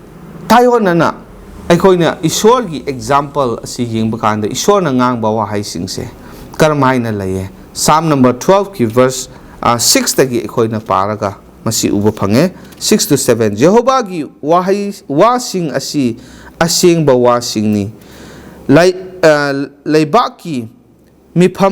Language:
Manipuri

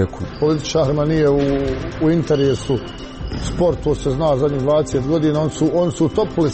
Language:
Croatian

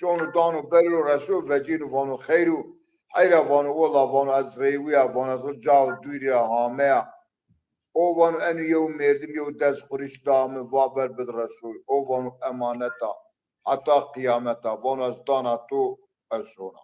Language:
Zaza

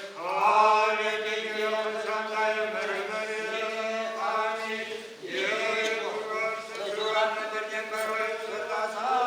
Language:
Chuvash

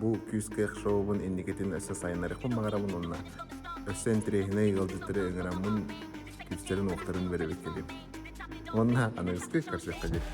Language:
Yakut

